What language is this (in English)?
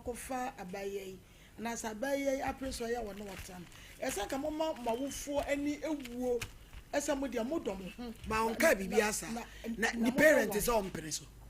Akan